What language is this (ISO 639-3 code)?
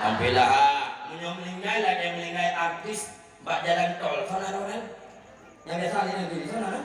ace